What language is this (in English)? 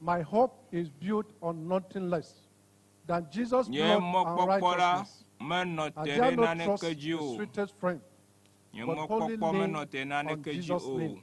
Ewe